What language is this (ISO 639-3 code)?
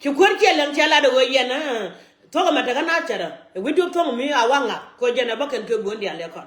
nus